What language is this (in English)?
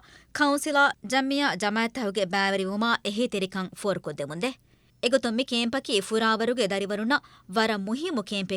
Divehi